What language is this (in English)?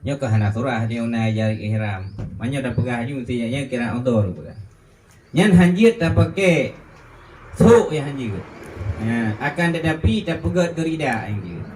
Achinese